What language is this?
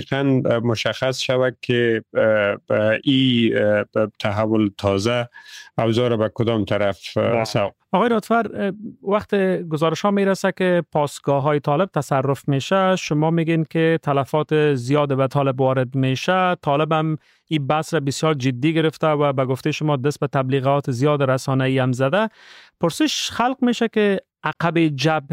Persian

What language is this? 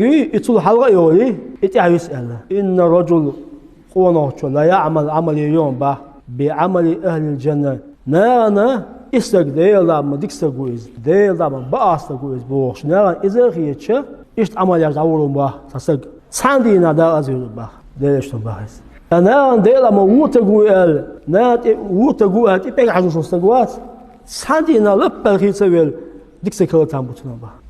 Chechen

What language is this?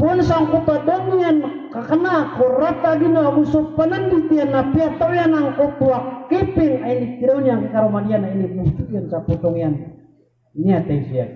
Maranao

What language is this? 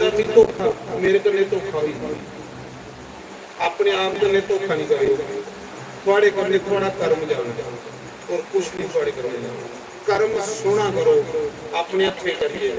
Dogri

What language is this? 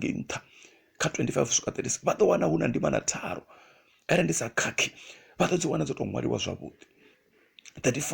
Venda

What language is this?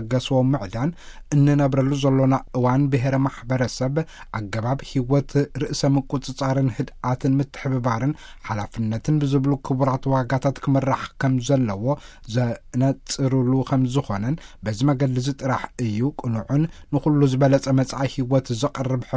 Tigrinya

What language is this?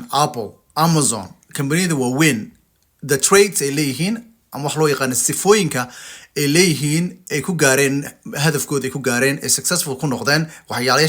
Somali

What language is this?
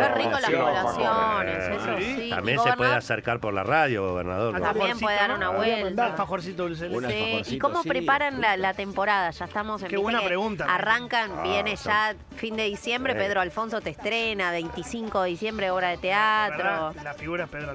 Spanish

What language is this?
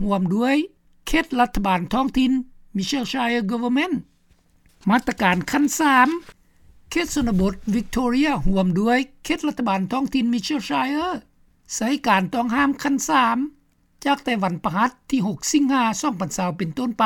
Lao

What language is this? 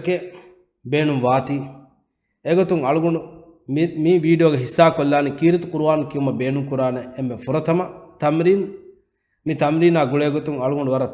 Divehi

